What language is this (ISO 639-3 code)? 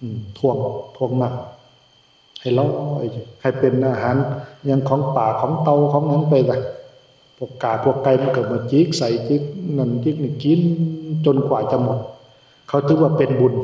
tts